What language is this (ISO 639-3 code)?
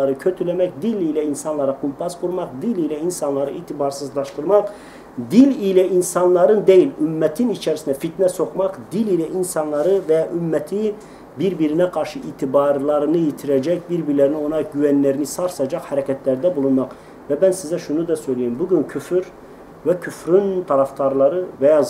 tur